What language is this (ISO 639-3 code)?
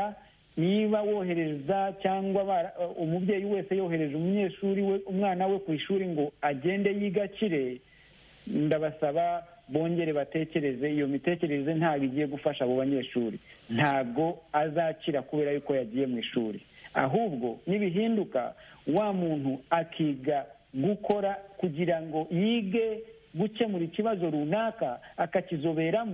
kin